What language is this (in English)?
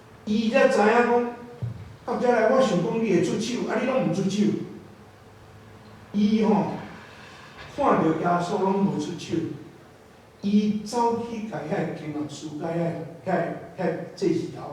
Min Nan Chinese